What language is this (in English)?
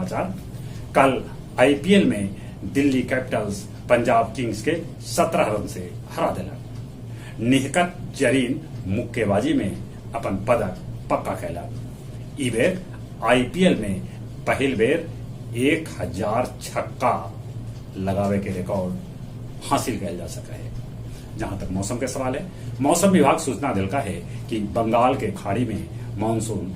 Magahi